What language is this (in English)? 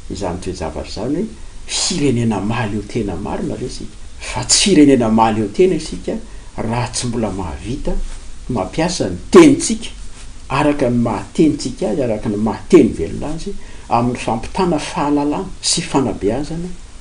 Malagasy